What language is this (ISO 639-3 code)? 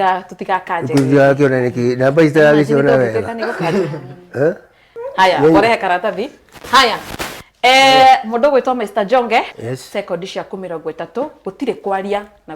kik